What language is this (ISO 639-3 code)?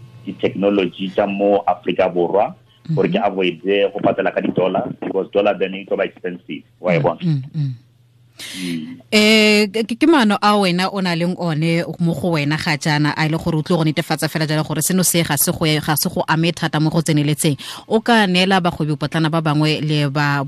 tsn